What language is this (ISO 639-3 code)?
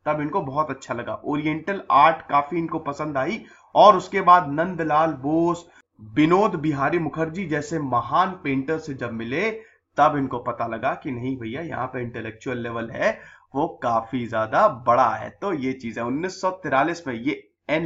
hin